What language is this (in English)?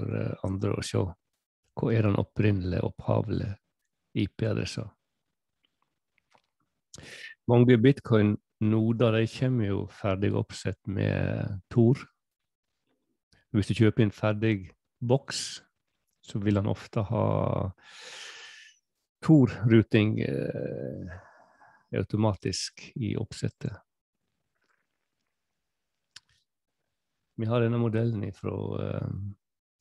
Norwegian